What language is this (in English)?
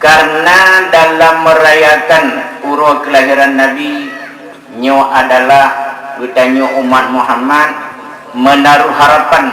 Achinese